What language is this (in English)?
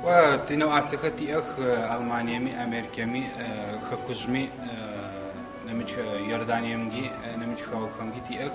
Adyghe